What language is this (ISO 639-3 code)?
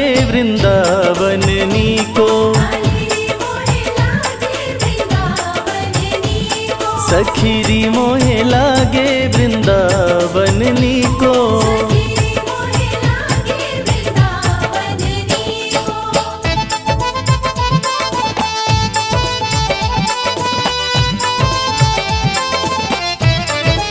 hin